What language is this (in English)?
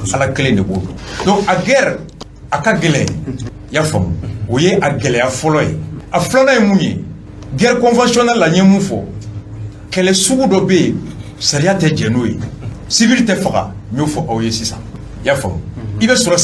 Bambara